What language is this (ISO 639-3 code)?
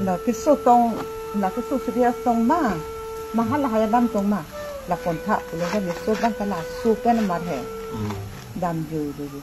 mjw